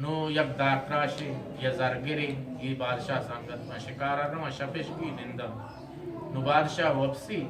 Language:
Eastern Balochi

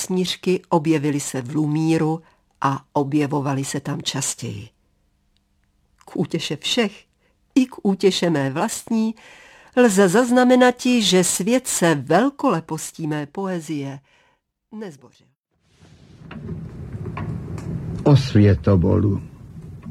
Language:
Czech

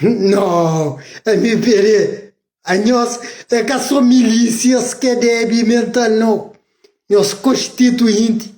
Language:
Kabuverdianu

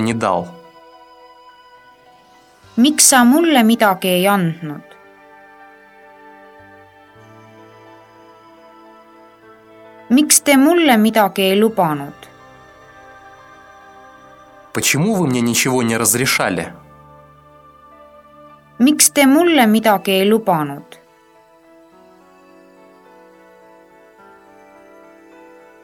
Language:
Estonian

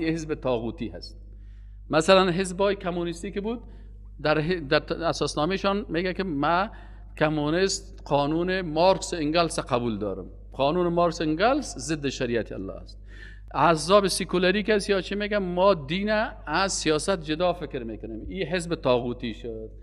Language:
Persian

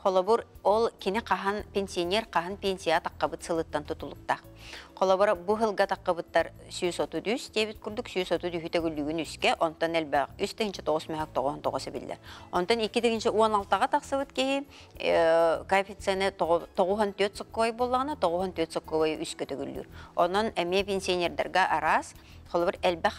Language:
Yakut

